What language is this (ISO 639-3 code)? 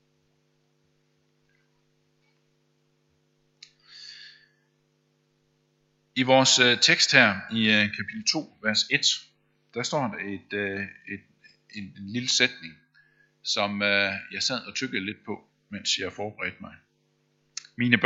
dan